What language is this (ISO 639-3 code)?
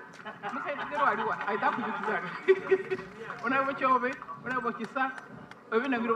xog